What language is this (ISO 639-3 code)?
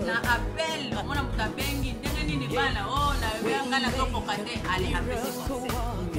lin